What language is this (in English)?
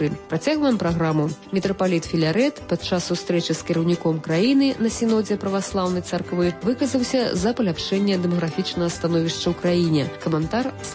Belarusian